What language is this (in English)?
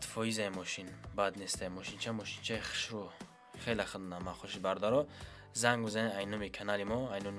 Tajik